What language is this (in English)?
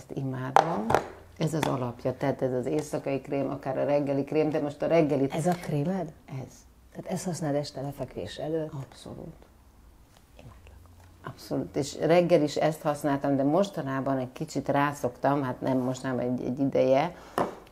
Hungarian